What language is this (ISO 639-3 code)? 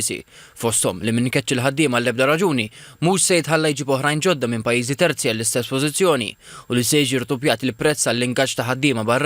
mlt